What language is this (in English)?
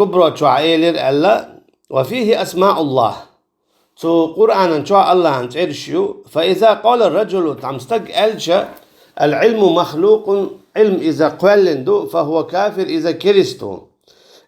Chechen